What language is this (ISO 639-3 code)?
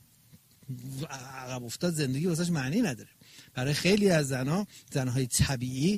fas